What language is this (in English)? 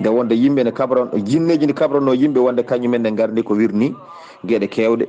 Fula